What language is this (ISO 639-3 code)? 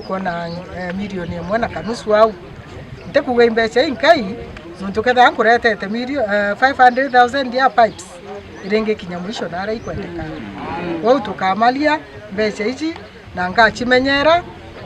mer